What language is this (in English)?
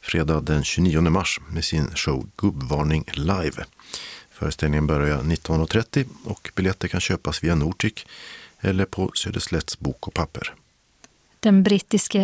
Swedish